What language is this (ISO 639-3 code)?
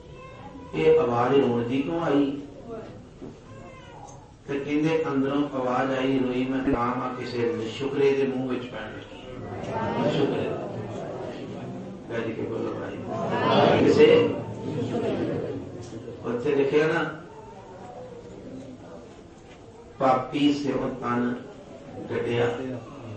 pan